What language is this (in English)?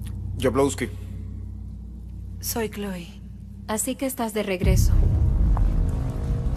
Spanish